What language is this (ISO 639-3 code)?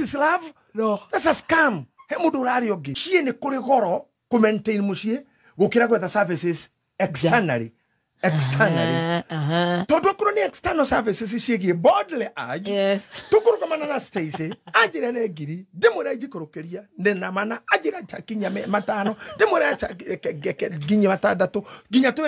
kik